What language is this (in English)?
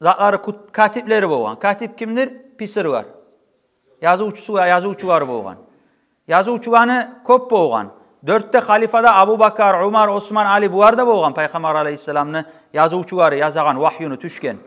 Kumyk